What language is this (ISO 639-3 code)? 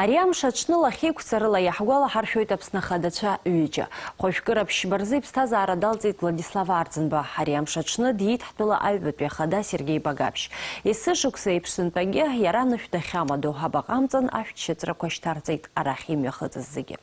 abk